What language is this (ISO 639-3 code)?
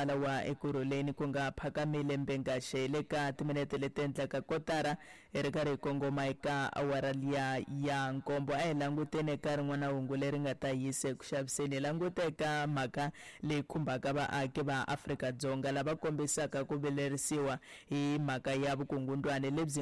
tso